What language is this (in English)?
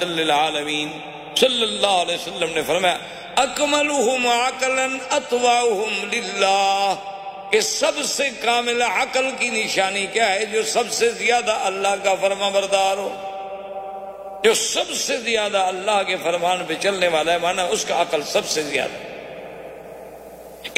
Urdu